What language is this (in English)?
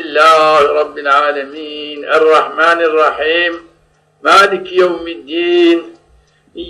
Zaza